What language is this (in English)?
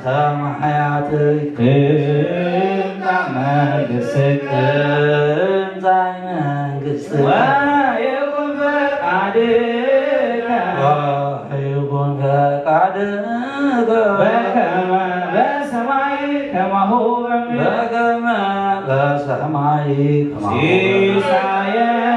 Geez